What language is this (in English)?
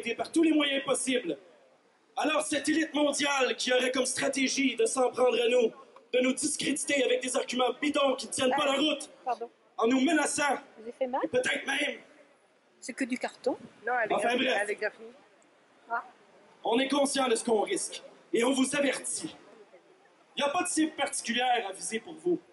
French